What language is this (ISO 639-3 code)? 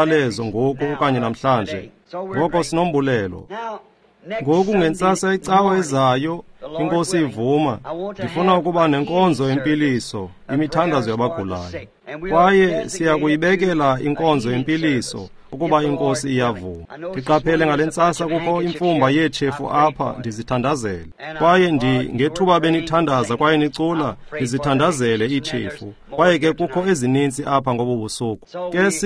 xho